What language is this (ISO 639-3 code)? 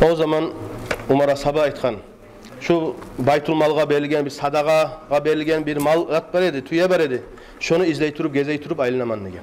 kum